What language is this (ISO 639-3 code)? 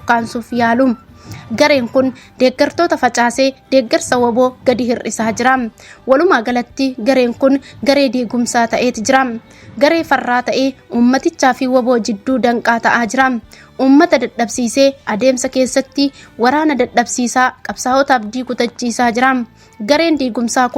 orm